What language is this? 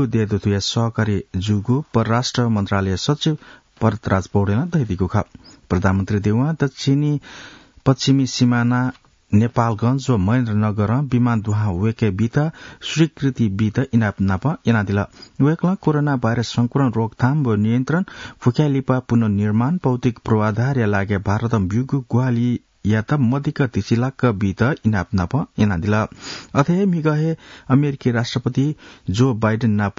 Newari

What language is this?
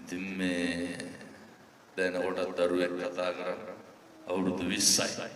Sinhala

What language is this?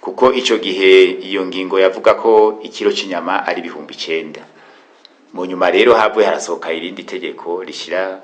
Rundi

